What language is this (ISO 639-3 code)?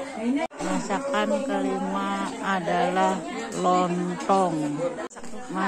bjn